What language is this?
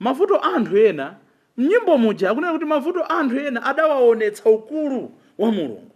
Nyanja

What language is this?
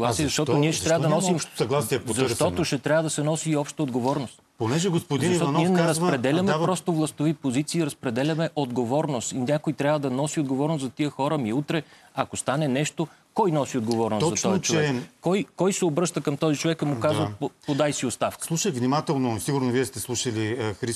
Bulgarian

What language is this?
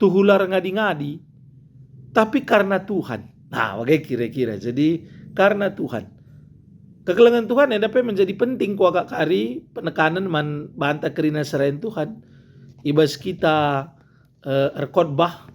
Batak Karo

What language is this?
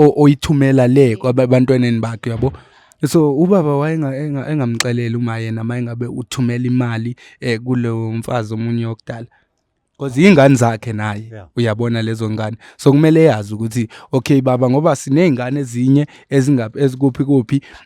Zulu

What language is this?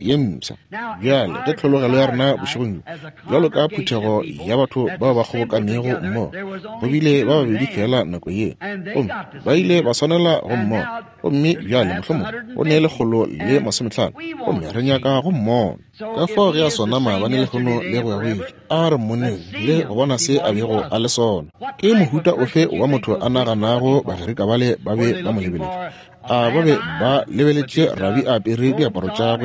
Northern Sotho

